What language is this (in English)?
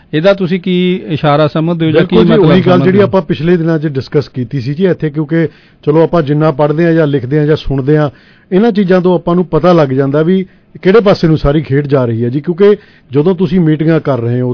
Punjabi